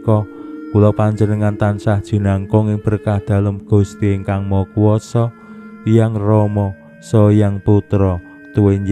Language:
Javanese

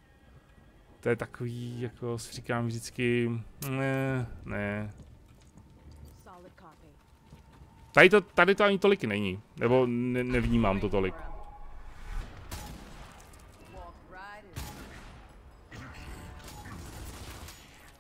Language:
Czech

